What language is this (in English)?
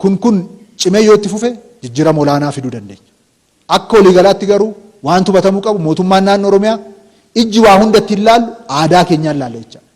Oromo